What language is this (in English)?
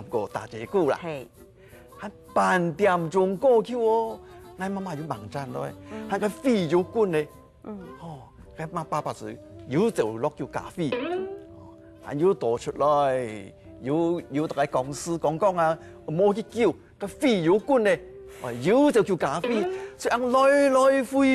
Hakka Chinese